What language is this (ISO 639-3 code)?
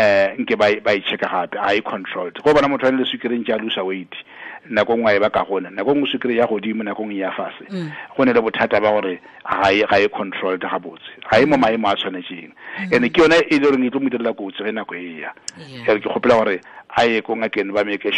tsn